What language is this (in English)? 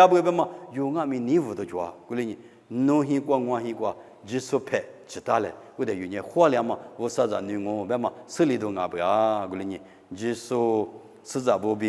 Lisu